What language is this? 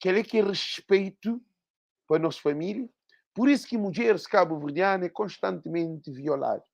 Kabuverdianu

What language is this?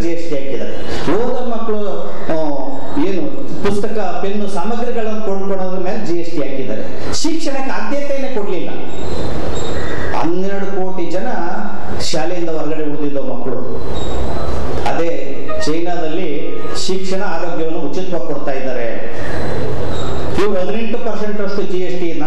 Kannada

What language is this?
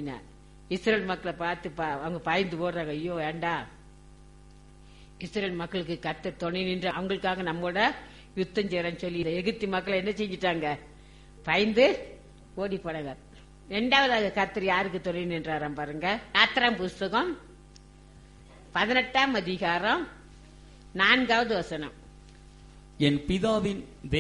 Tamil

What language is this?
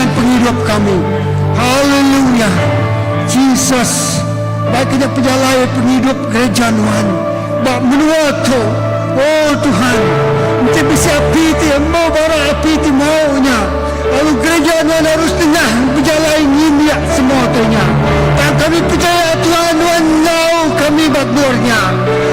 Iban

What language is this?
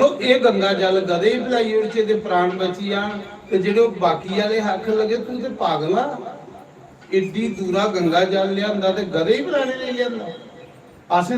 Dogri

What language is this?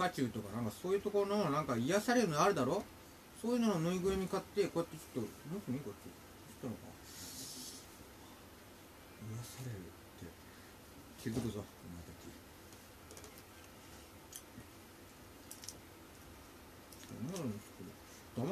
Japanese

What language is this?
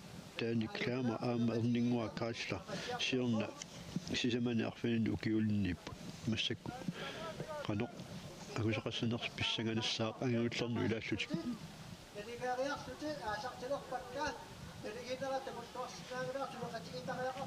Kalaallisut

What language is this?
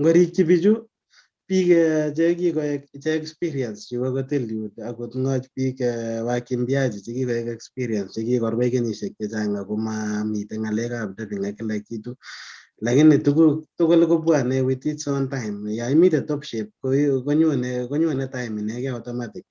Kalenjin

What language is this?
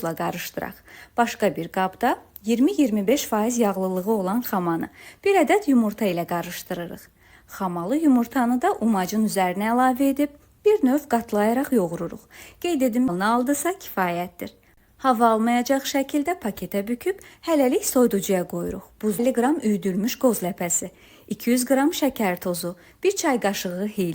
Azerbaijani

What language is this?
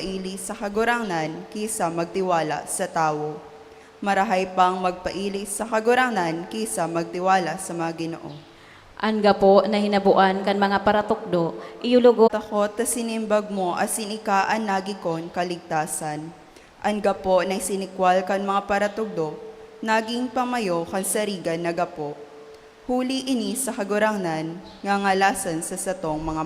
Bikol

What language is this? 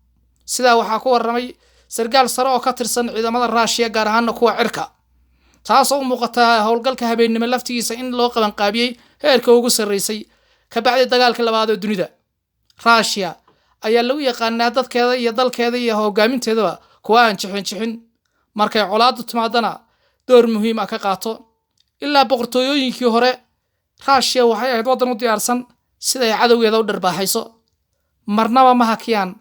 Somali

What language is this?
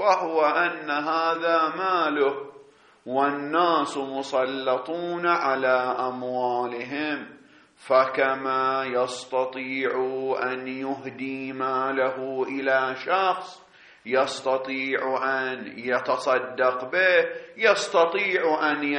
Arabic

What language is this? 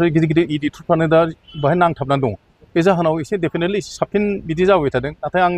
Bodo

